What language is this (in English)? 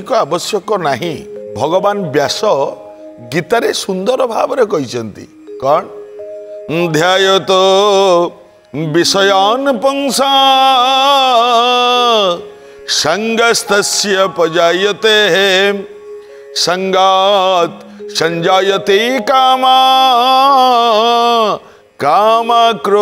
Odia